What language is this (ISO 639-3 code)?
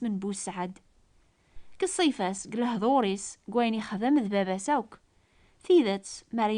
kab